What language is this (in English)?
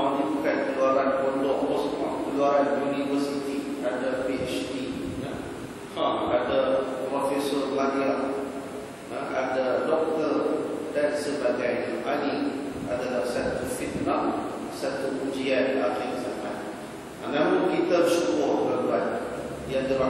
Malay